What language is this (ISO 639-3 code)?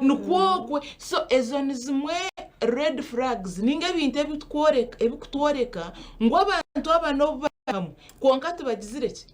nyn